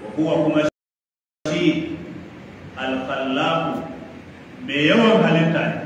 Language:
Hausa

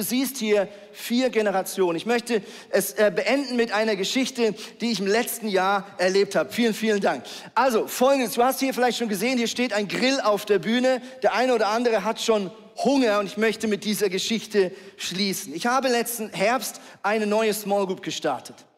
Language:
Swiss German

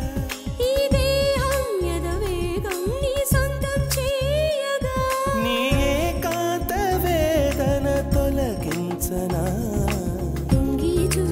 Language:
Telugu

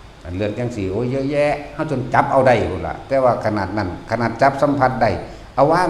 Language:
Northeastern Thai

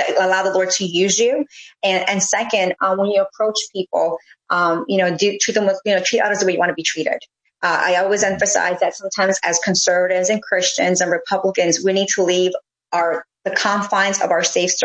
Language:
English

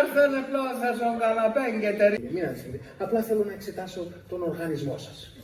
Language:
Pontic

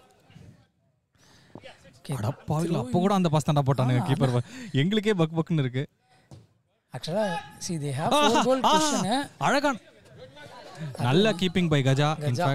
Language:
Tamil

